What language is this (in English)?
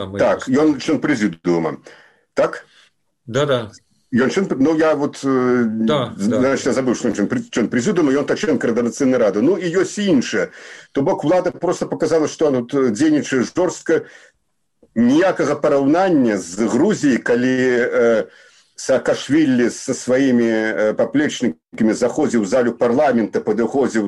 Belarusian